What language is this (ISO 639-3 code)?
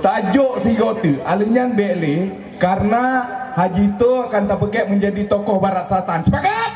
ace